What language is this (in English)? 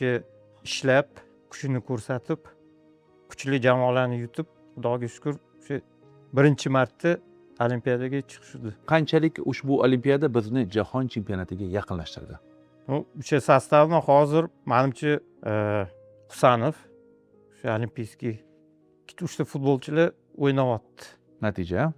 Uzbek